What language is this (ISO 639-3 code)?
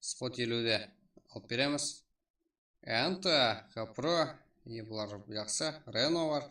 kaa